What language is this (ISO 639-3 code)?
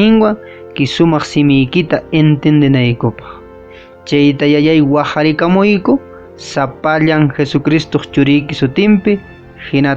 que